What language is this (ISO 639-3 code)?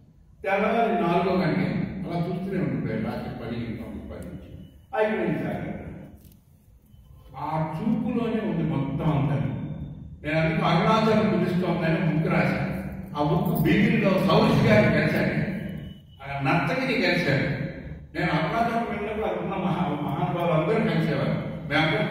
tel